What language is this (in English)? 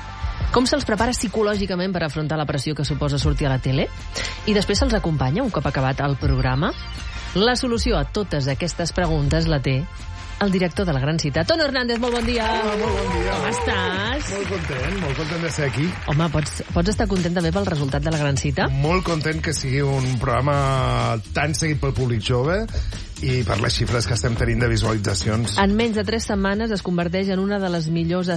Catalan